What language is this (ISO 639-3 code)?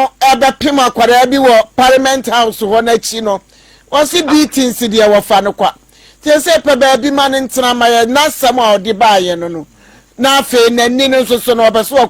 aka